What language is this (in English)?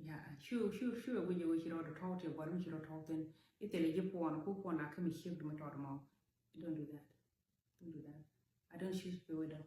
Nuer